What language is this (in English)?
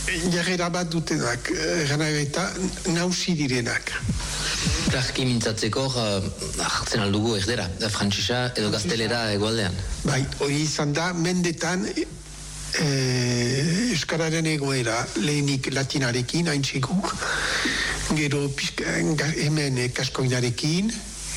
Basque